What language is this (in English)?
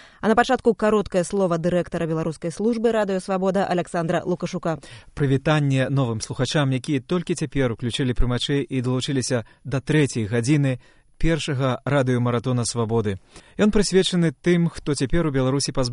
Belarusian